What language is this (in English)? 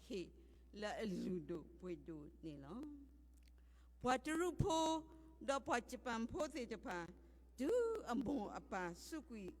S'gaw Karen